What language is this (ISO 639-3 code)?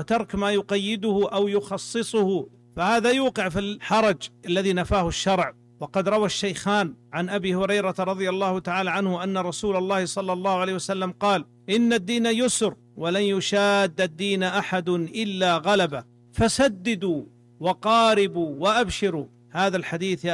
ara